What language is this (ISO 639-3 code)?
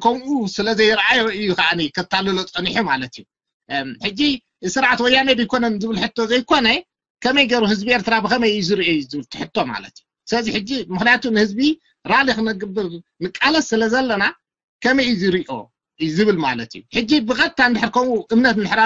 tir